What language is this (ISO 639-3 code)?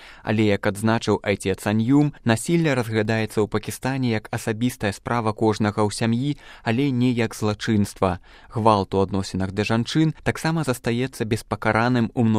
bel